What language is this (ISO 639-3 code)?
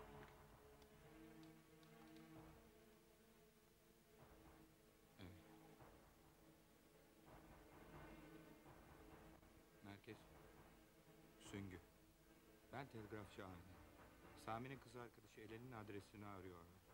tur